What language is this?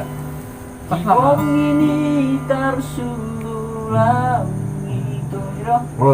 Batak Toba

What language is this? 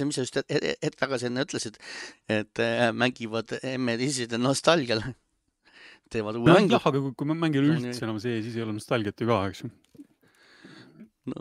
Estonian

